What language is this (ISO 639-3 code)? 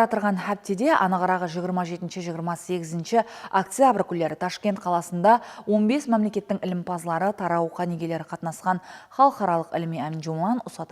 kaa